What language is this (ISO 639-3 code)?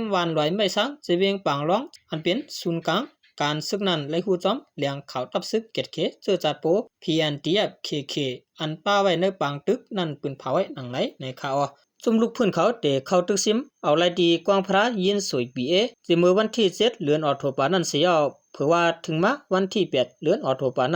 shn